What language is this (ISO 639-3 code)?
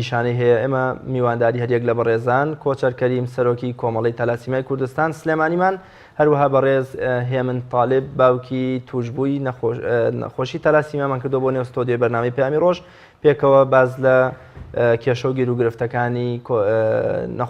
ckb